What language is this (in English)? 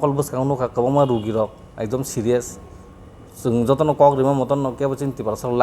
Kok Borok